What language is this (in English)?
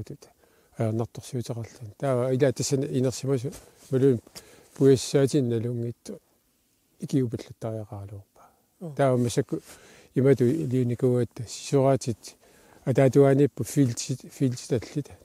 Kalaallisut